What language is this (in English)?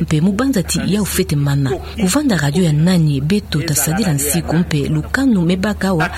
Kituba (Democratic Republic of Congo)